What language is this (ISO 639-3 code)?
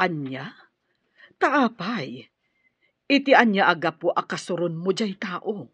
ilo